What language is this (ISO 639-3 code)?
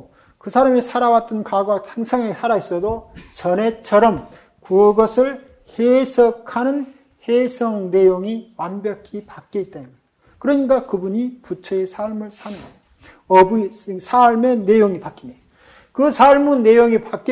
kor